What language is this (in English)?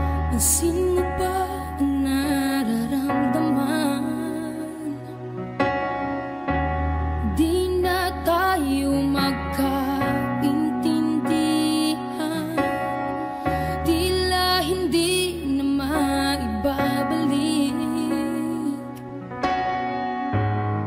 Filipino